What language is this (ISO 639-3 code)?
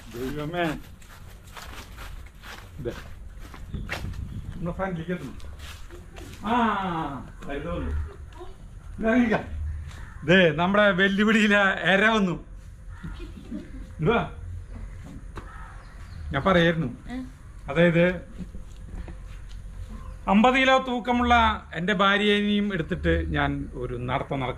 mal